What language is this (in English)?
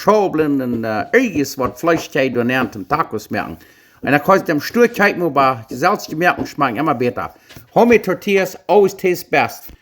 Plautdietsch